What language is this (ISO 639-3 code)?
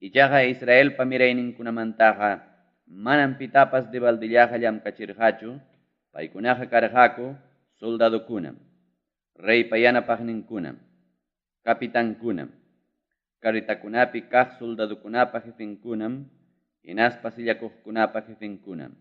quy